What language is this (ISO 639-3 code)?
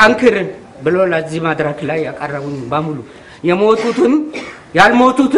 amh